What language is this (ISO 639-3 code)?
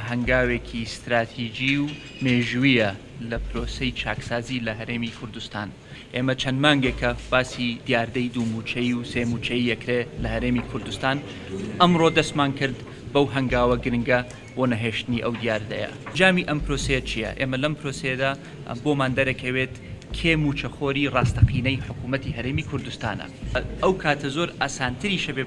ckb